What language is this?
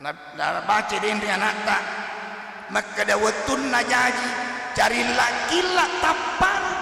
Buginese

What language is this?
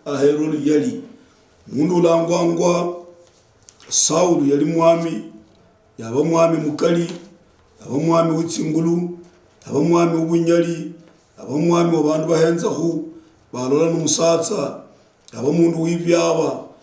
Luyia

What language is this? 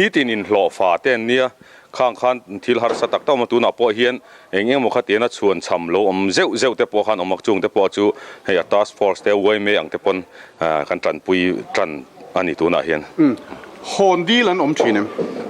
Mizo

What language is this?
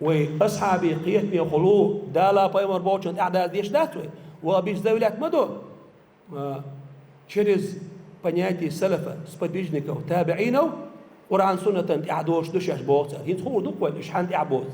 Chechen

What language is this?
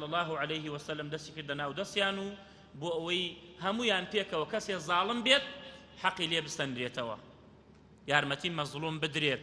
Central Kurdish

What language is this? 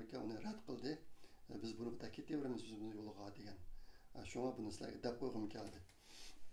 Uyghur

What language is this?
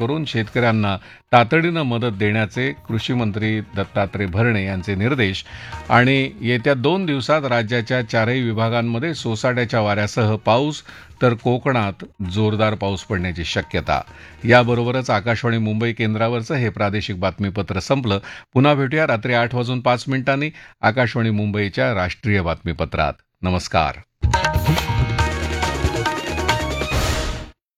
Marathi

